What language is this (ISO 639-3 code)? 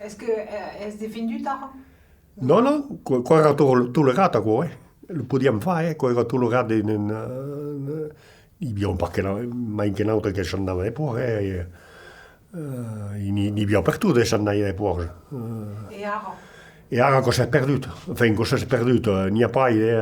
oci